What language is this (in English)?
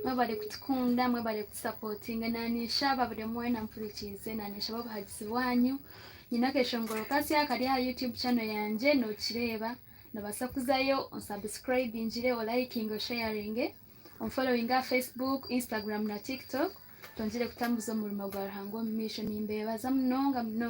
Nyankole